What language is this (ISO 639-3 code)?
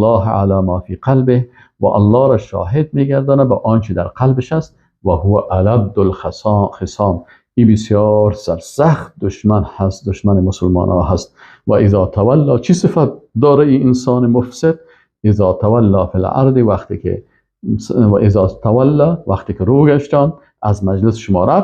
fas